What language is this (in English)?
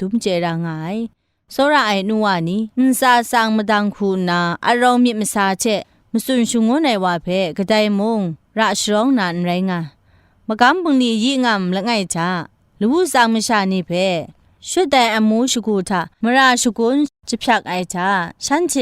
Kachin